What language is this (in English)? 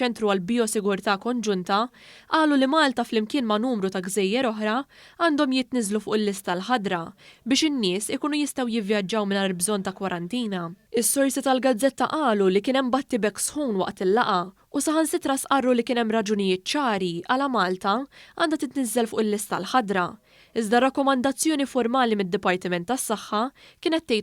Maltese